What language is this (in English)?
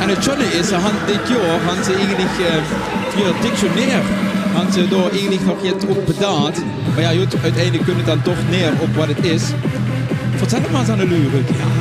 Limburgish